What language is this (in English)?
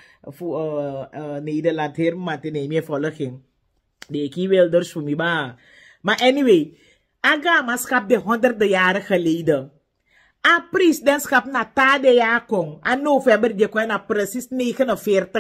Sranan Tongo